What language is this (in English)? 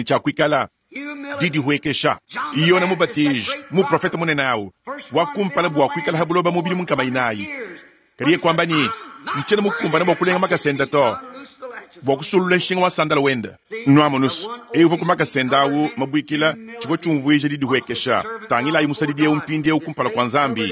Luba-Lulua